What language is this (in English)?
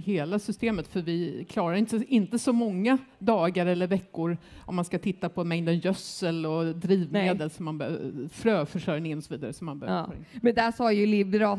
Swedish